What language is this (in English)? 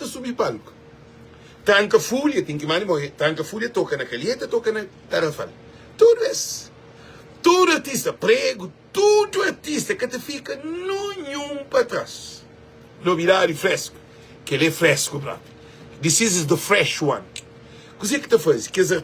Kabuverdianu